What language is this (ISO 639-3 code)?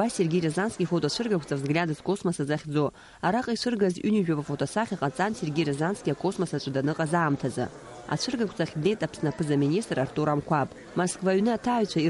abk